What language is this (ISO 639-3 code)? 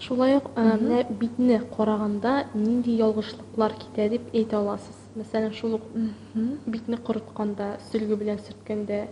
tat